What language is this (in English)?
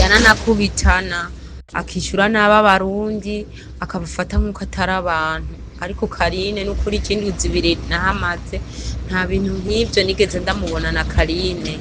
Rundi